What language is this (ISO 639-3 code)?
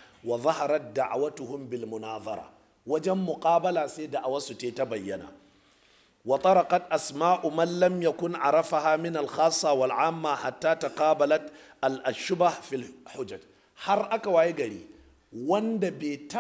hau